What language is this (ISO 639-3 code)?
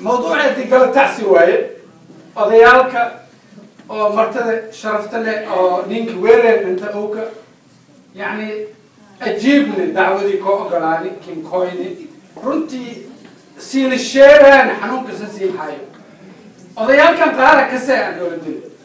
som